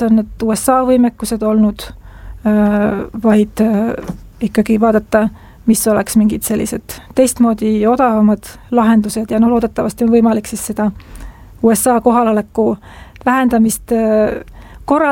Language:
Estonian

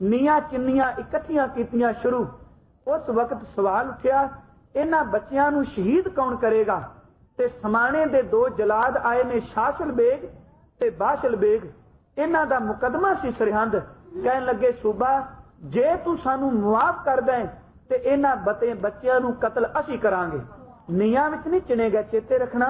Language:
Punjabi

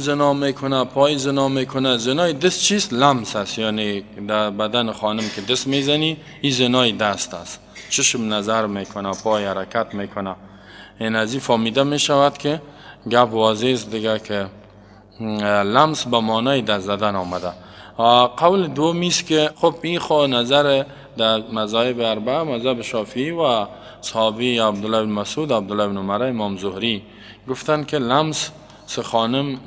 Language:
Persian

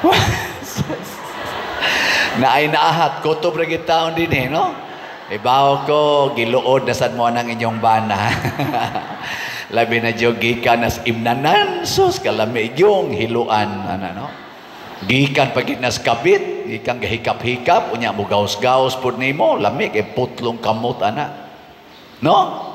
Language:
Cebuano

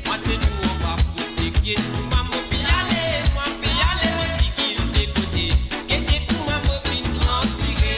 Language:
Morisyen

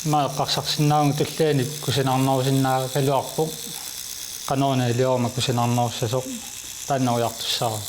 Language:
Kalaallisut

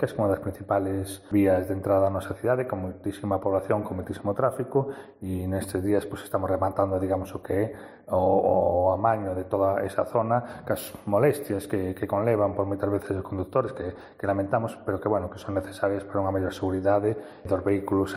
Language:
Galician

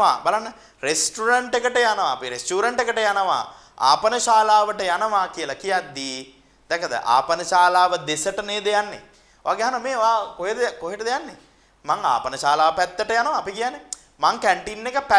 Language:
Sinhala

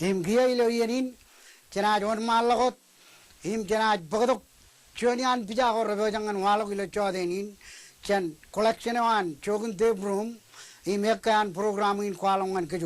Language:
Marshallese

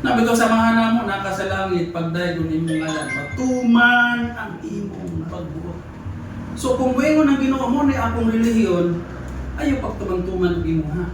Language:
Cebuano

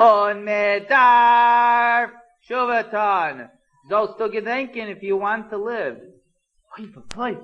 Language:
Yiddish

